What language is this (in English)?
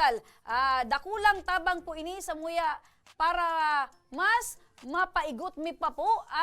Bikol